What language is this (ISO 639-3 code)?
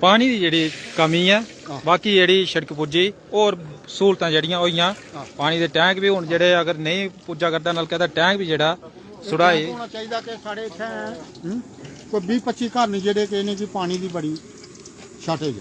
doi